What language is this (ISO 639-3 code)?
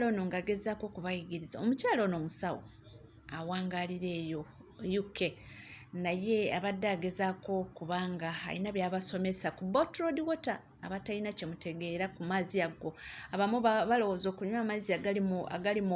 lug